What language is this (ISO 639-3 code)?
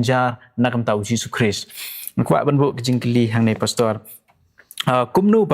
kha